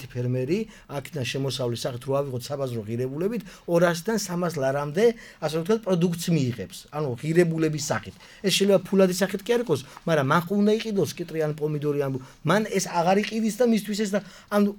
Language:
Georgian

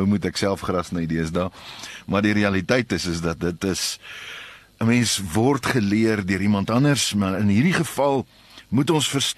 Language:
Afrikaans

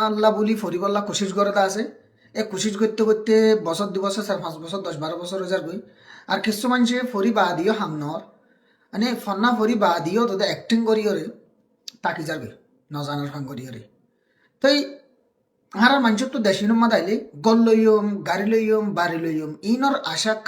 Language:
Rohingya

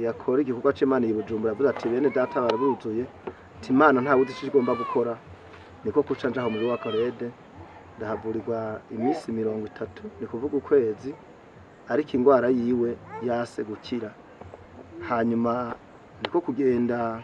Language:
Rundi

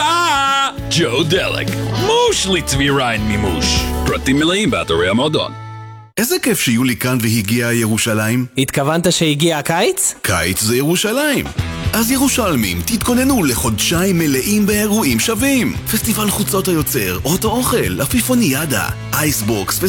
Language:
Hebrew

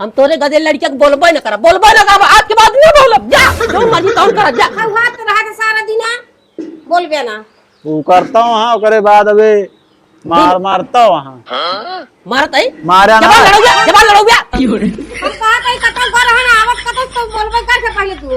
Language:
Awadhi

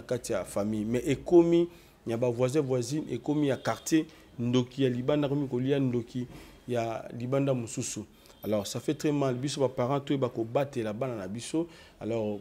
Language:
Lingala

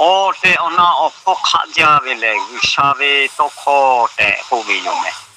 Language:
Lahu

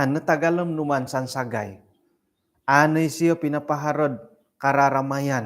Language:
Central Dusun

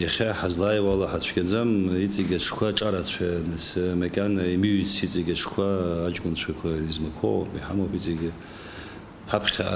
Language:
Abkhazian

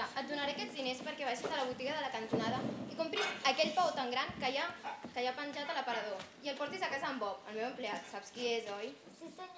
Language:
Catalan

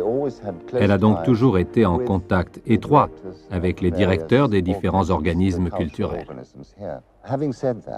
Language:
French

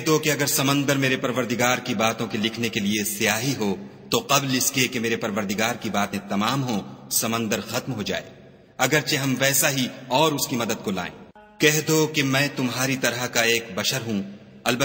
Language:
Urdu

